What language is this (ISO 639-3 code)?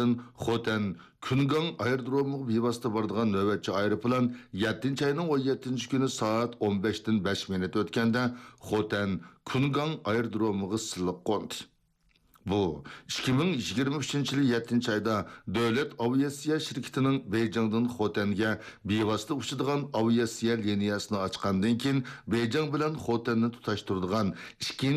uig